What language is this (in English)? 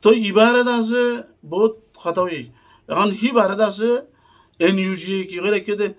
Rohingya